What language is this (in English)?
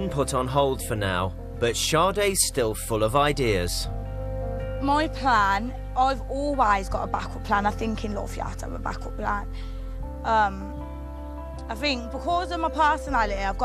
English